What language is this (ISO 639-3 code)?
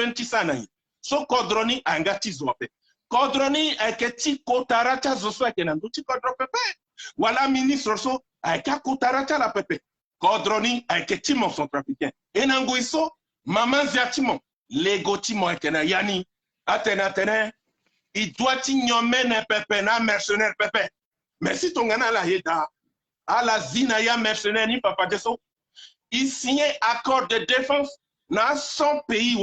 sag